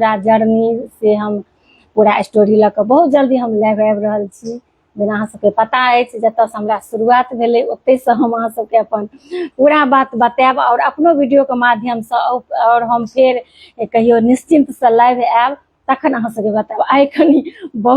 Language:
Maithili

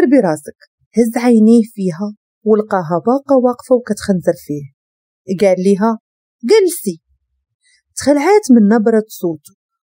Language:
Moroccan Arabic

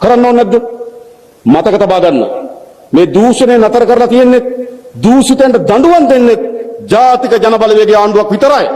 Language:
Sinhala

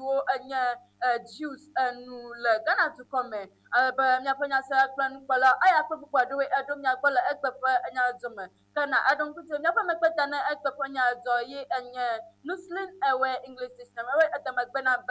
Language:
Ewe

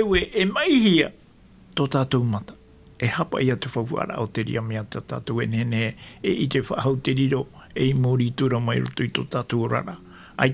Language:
Tahitian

